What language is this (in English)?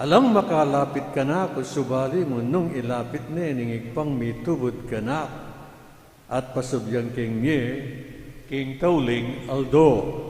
Pampanga